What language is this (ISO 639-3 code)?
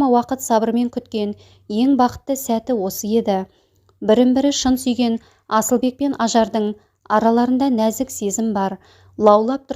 kaz